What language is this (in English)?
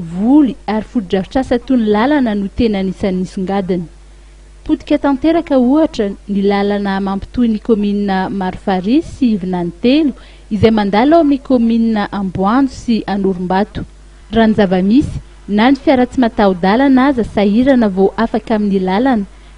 Malagasy